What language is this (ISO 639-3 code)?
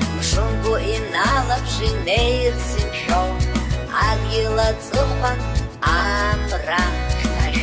abk